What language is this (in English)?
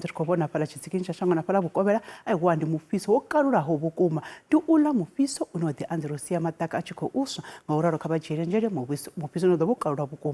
Venda